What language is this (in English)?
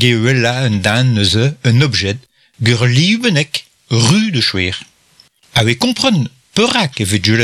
Breton